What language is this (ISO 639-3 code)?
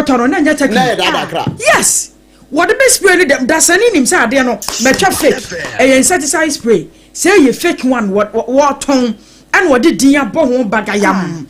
aka